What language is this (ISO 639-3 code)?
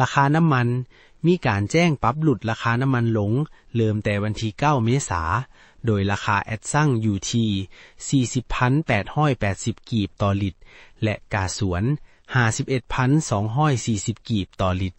lao